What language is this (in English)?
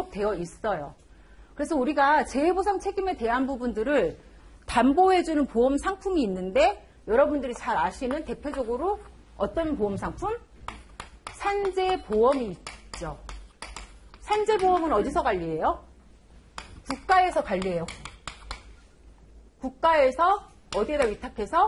Korean